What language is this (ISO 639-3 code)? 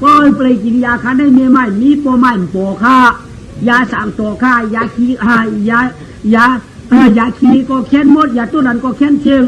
shn